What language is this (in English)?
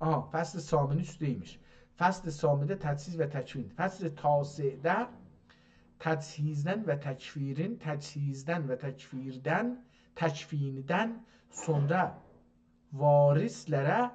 South Azerbaijani